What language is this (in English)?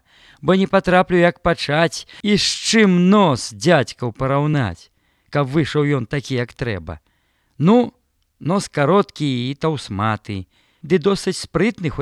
Belarusian